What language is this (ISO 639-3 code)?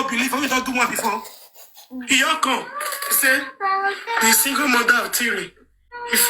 pcm